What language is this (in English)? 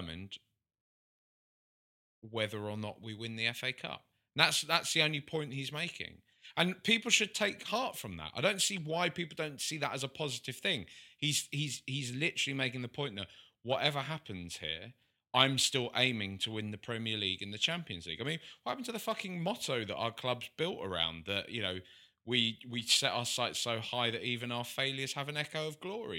English